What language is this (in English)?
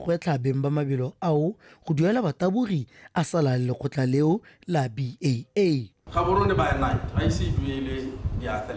Tswana